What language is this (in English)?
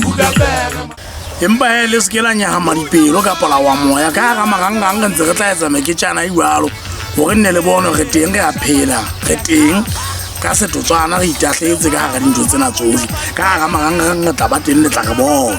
Southern Sotho